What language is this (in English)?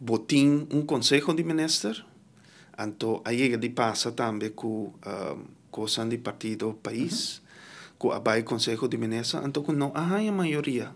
Papiamento